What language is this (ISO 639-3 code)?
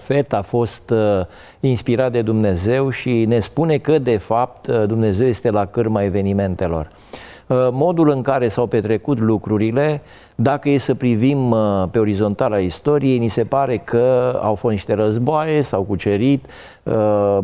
ron